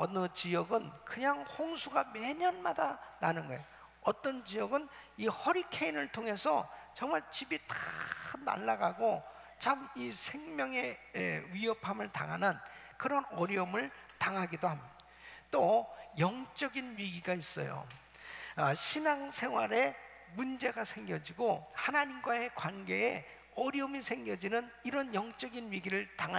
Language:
Korean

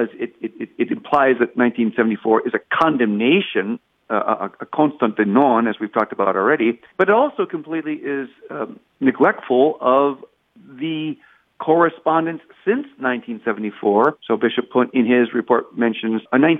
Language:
English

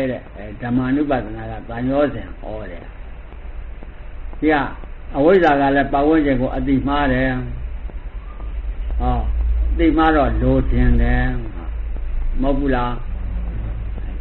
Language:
Burmese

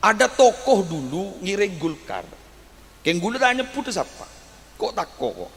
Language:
Madurese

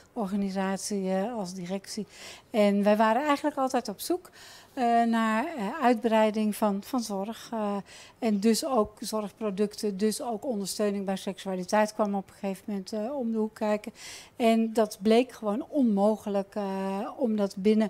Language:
Dutch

